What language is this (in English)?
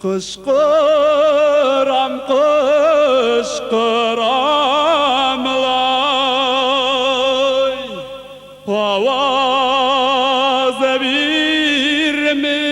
Tatar